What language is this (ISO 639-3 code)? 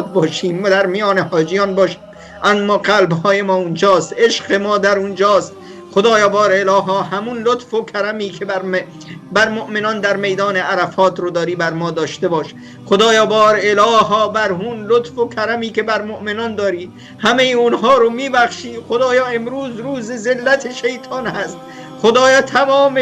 fas